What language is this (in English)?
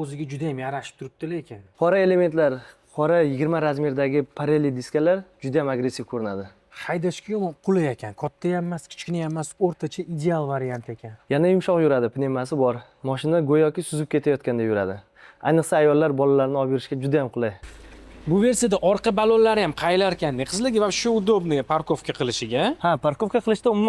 Uzbek